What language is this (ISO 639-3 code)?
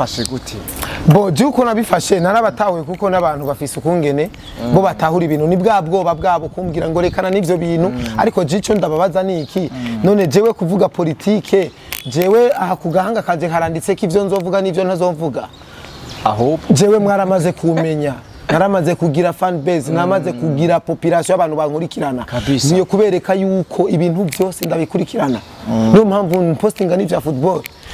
run